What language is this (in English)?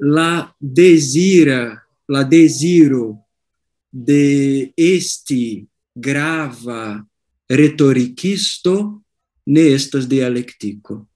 Esperanto